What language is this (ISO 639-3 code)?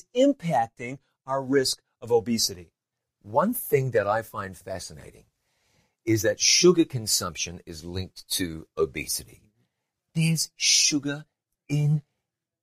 eng